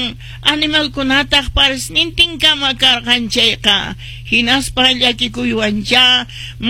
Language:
Quechua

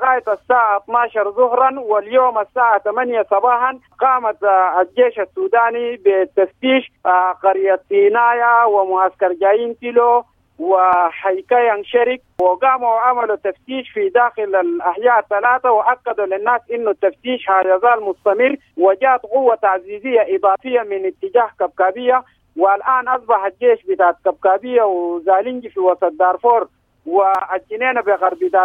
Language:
Sudanese Arabic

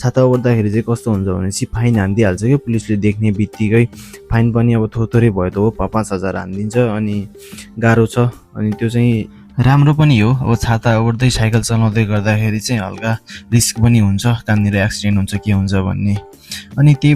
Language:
Nepali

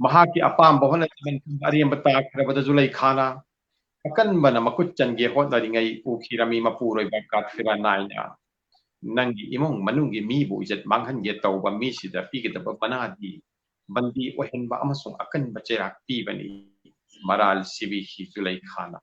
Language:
Manipuri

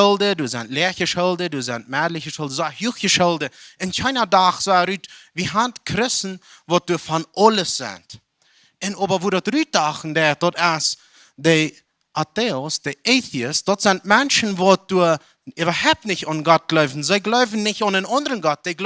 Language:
Plautdietsch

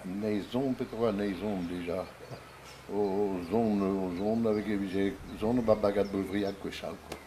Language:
Breton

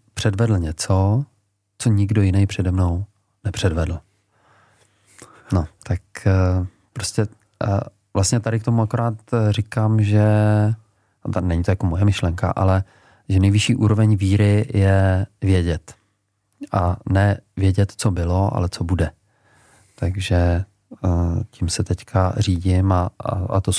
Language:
Czech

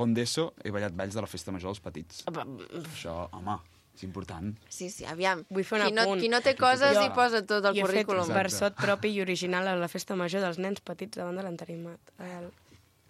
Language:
Catalan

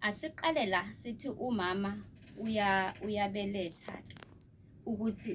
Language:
Zulu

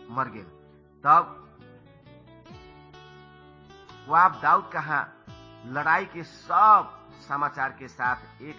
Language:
Bhojpuri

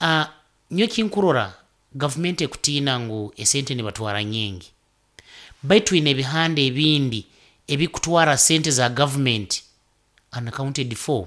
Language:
Nyoro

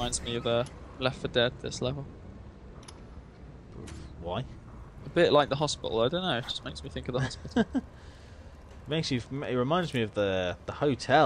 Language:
English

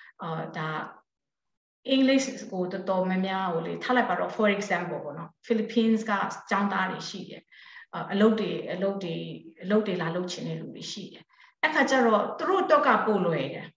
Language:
Burmese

